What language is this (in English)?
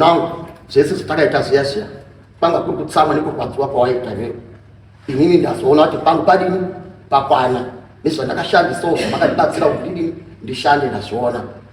Shona